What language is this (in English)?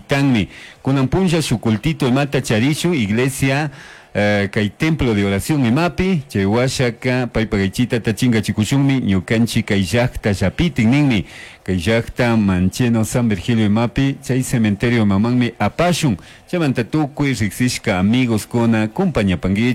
Chimborazo Highland Quichua